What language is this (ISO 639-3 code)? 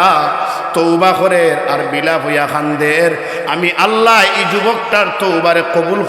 syl